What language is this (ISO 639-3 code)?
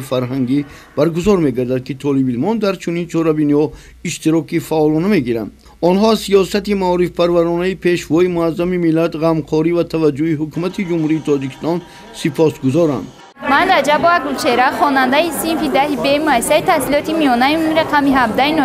tgk